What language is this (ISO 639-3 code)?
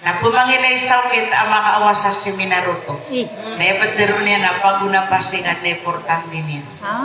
mrw